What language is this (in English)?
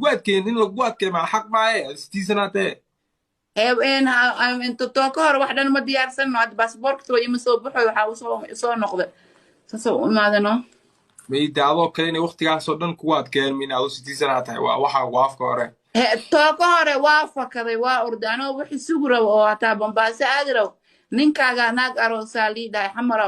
Somali